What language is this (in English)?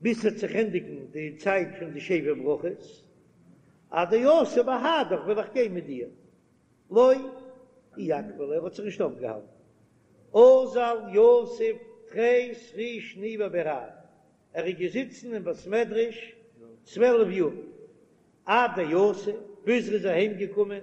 Yiddish